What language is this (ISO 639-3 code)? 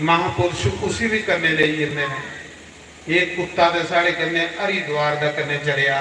doi